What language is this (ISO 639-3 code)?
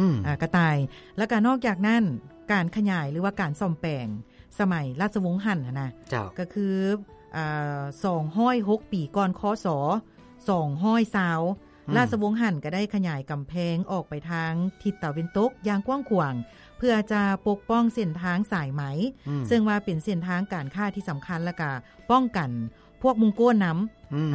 lao